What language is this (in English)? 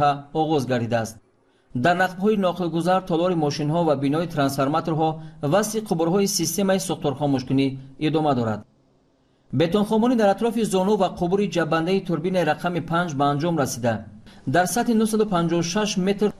Tajik